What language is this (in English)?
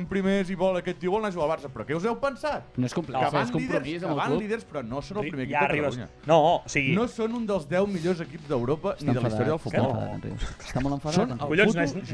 Catalan